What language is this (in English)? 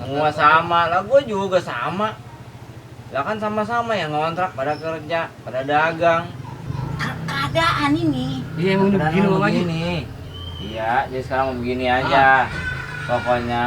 Betawi